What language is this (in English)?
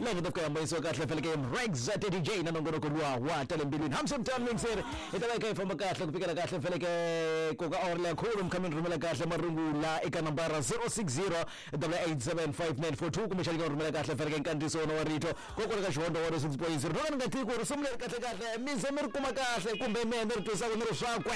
Tsonga